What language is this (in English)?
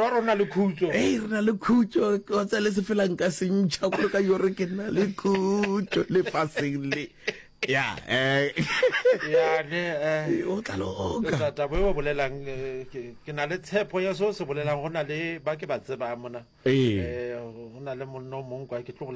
Northern Sotho